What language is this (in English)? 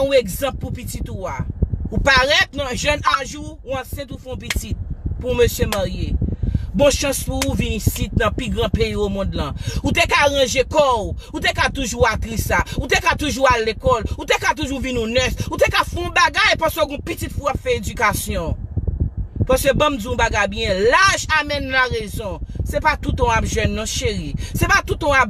Haitian Creole